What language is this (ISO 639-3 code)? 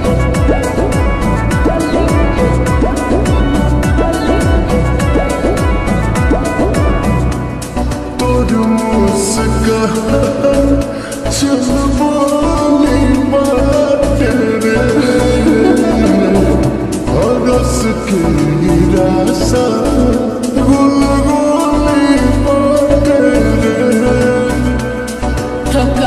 bho